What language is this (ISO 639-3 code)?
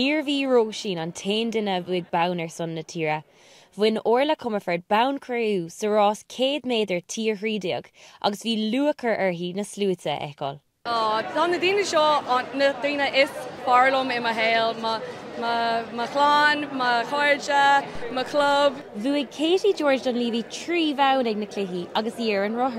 gle